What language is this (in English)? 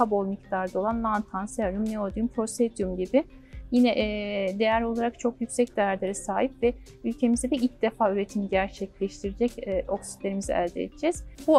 Turkish